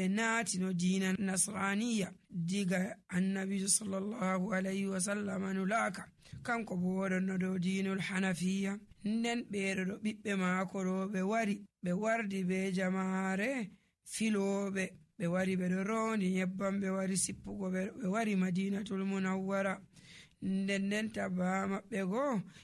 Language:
Nigerian Fulfulde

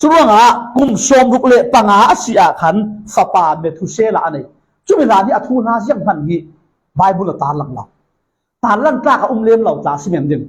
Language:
Falam Chin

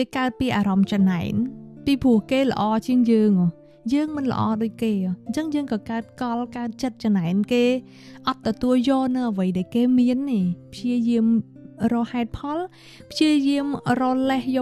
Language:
Khmer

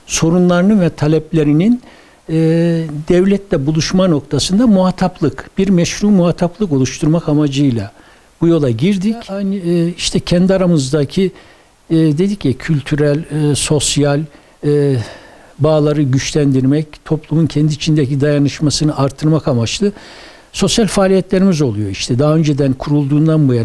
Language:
Turkish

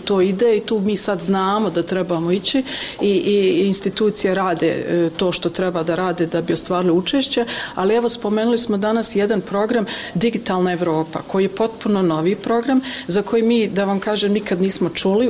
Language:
Bosnian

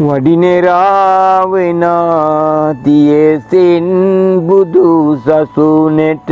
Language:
Sinhala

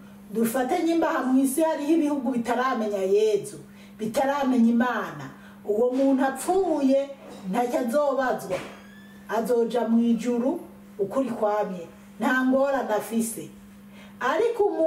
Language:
Rundi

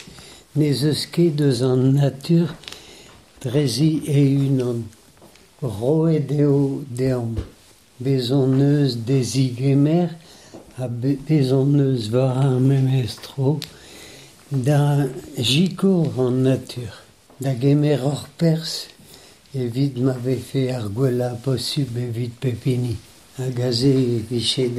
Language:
Breton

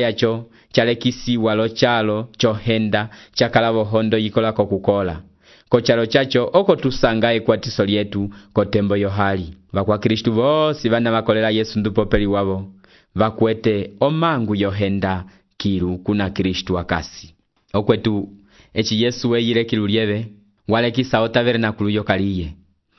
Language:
Umbundu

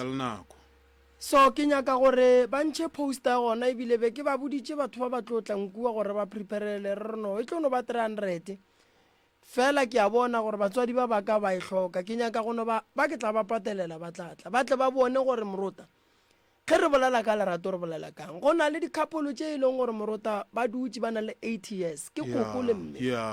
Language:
Northern Sotho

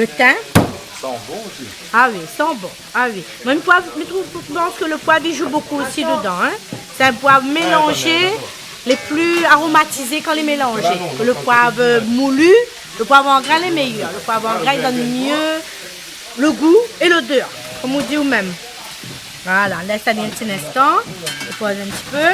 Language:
Réunion Creole French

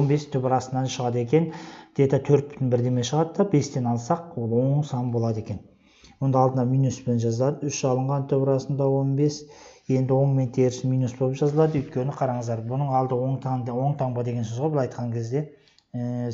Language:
Kazakh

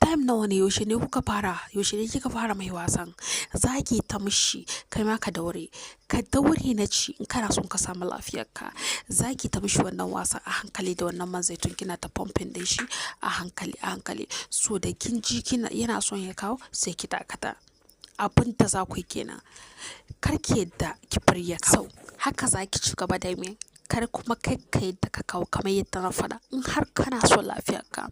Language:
Hausa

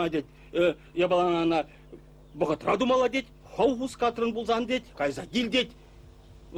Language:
Chuvash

